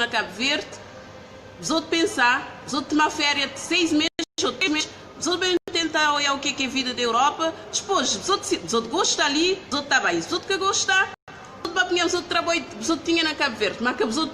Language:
Kabuverdianu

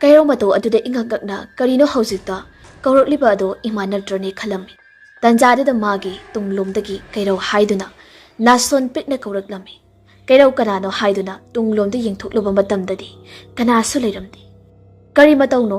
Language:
Manipuri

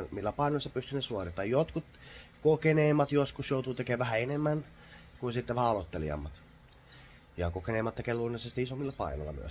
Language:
Finnish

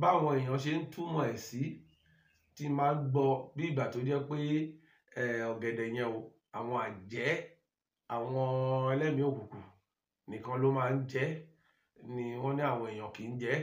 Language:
Yoruba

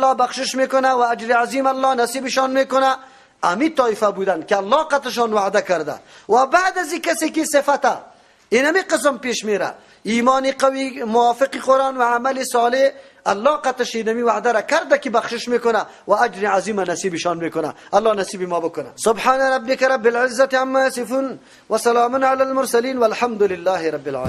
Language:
Persian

